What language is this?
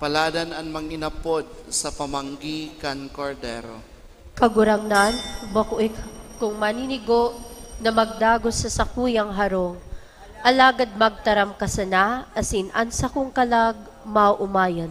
Bikol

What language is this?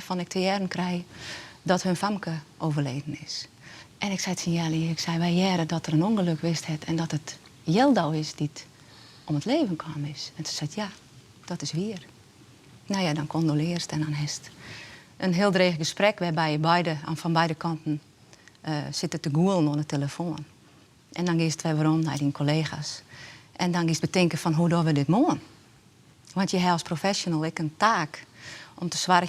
Western Frisian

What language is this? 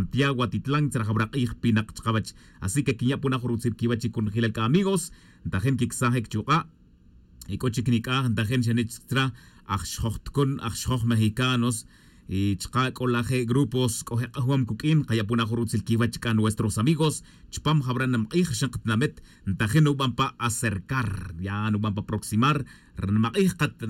Tz'utujil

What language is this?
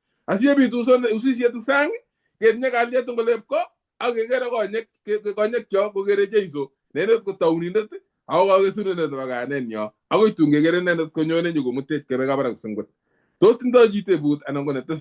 Kalenjin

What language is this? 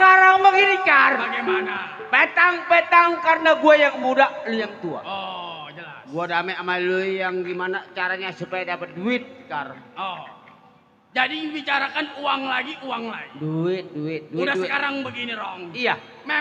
Betawi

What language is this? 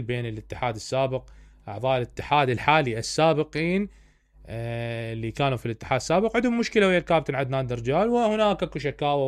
Mesopotamian Arabic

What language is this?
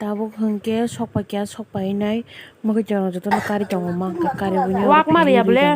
Kok Borok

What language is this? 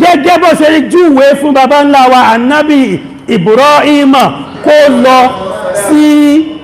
Yoruba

